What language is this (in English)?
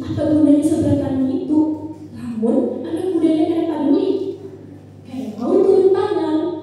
Banjar